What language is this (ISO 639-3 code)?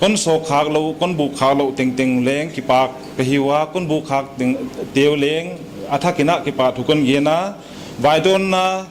pck